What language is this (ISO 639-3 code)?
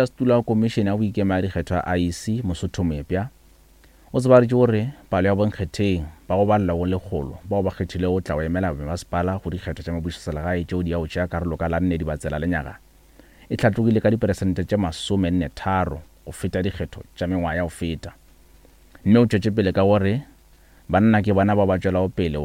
nso